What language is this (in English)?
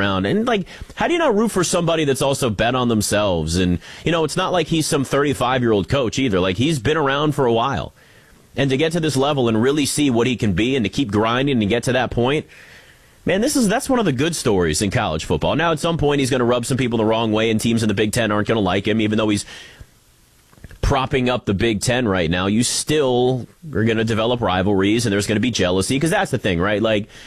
English